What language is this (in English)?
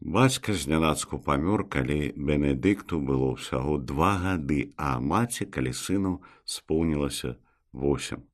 Belarusian